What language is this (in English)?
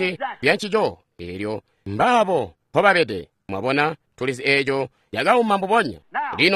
Tonga (Zambia)